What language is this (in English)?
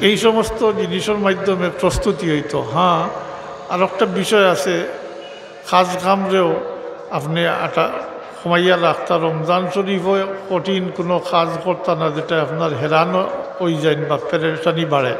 Sylheti